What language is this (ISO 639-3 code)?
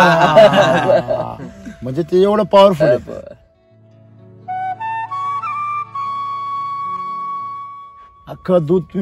mar